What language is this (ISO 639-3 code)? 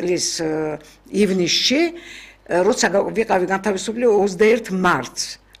kat